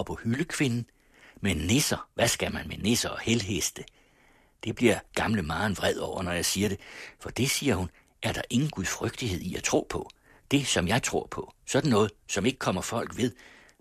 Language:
Danish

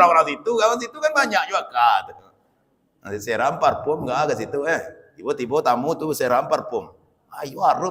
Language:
Minangkabau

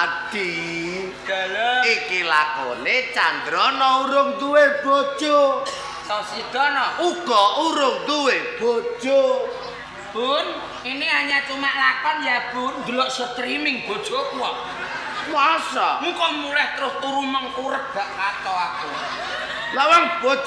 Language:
Javanese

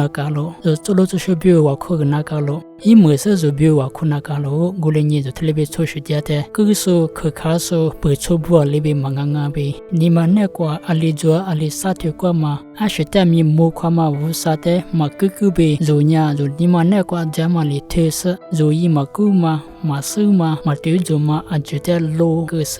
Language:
Lisu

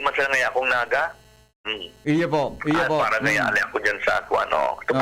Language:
Bikol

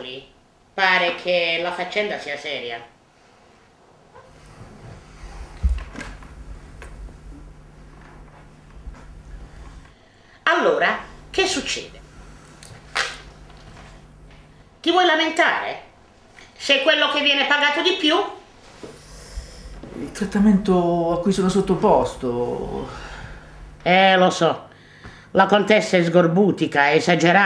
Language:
Italian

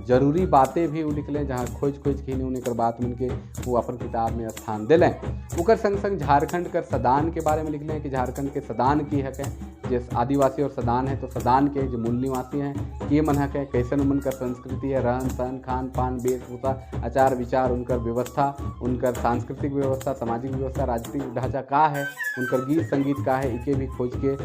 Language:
Sadri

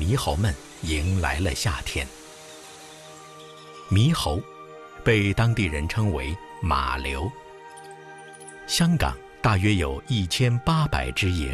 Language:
Chinese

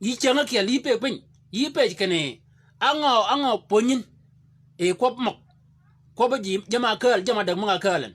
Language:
Shilluk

